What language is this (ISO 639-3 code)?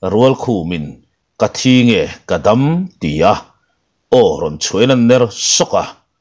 lus